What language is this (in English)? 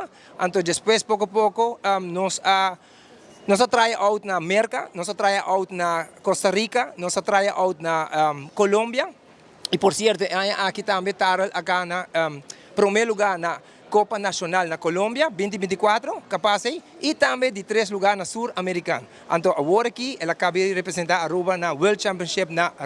Papiamento